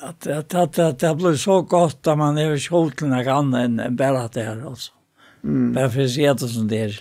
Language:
Faroese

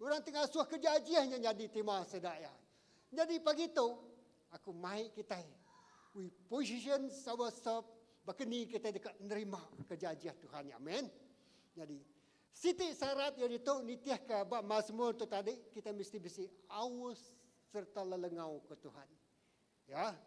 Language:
Iban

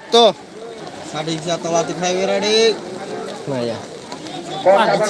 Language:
Kok Borok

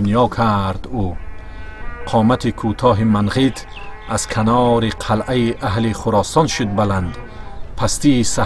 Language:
Tajik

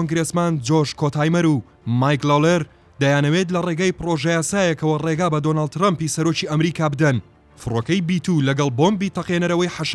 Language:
Central Kurdish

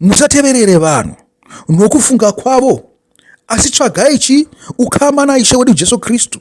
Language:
Shona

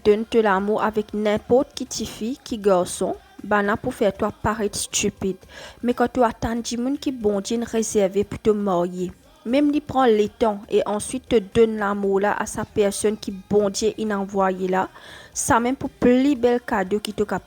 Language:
Morisyen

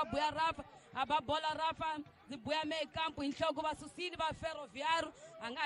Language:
Tsonga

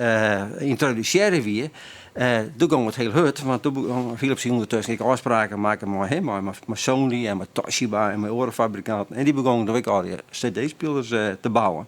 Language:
Western Frisian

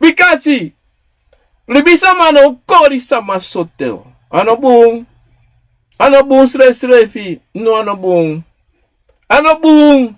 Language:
Sranan Tongo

